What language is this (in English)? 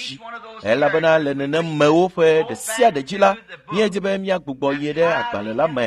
Ewe